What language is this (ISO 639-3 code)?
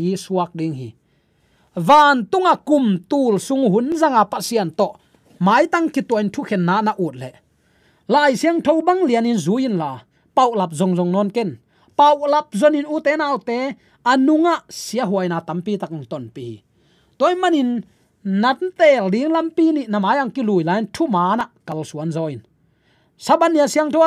ctd